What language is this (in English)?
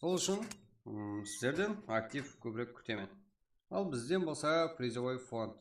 Kara-Kalpak